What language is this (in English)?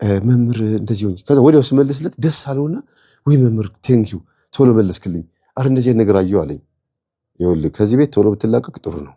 Amharic